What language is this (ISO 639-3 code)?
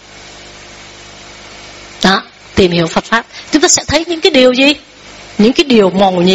vie